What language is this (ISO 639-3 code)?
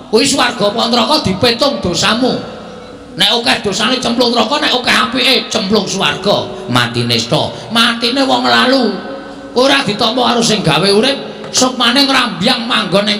jav